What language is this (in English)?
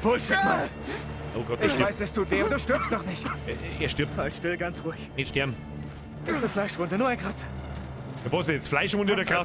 Bavarian